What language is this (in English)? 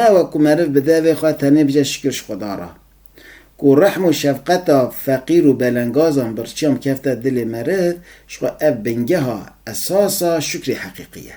Kurdish